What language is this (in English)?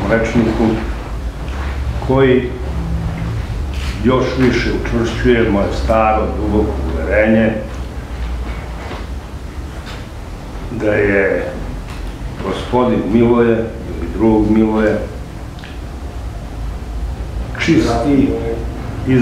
Serbian